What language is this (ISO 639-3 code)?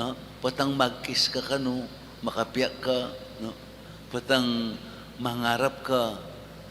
pam